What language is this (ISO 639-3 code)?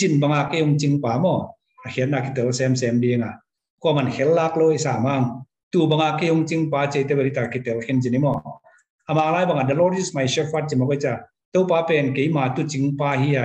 ctd